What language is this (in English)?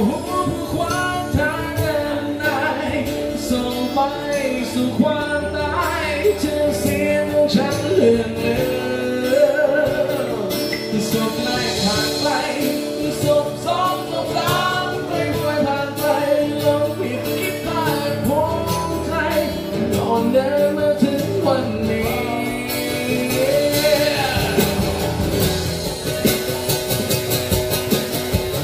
Thai